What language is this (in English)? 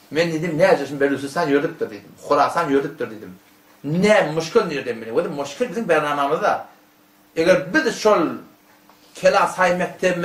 Turkmen